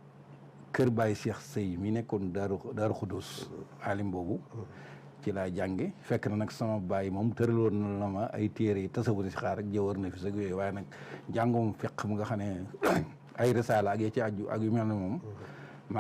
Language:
Wolof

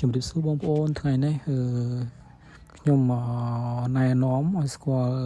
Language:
Khmer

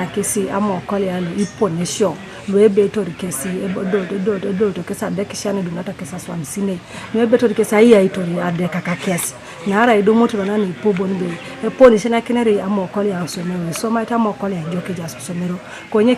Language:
Teso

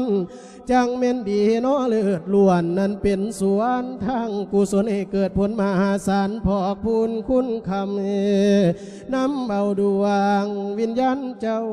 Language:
Lao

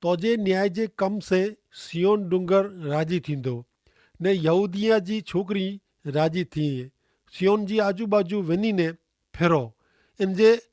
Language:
Kachhi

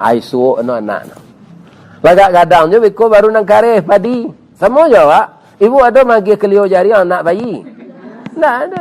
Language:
Minangkabau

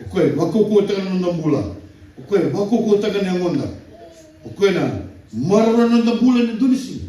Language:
Fijian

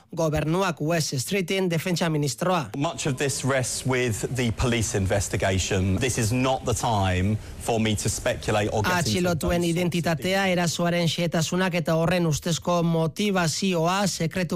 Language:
Basque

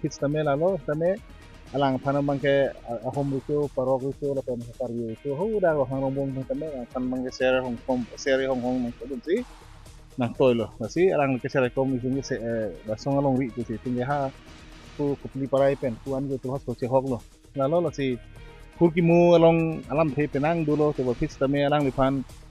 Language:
Karbi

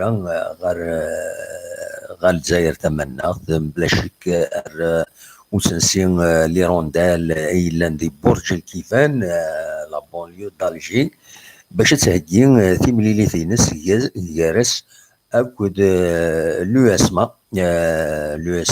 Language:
Kabyle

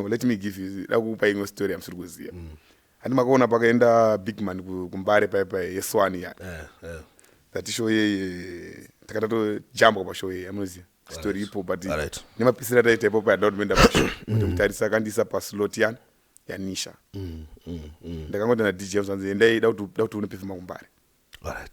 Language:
Shona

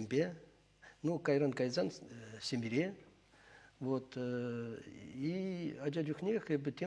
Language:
Chuvash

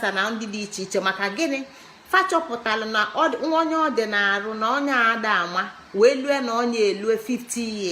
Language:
Igbo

